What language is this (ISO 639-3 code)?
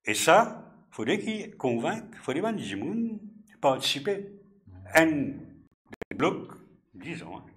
mfe